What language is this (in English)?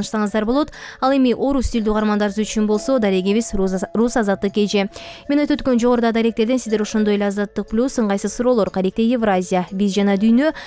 Kyrgyz